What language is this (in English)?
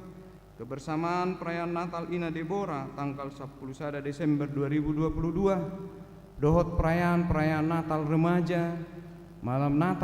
Batak Toba